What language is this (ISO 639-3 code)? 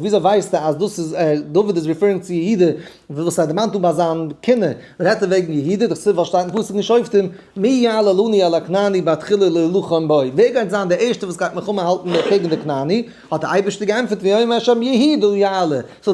yid